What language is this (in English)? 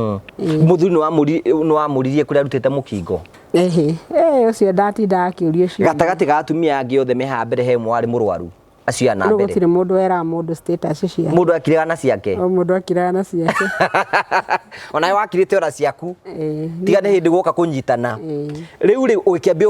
Kikuyu